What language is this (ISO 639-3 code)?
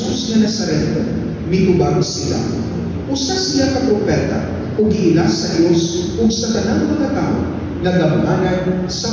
ceb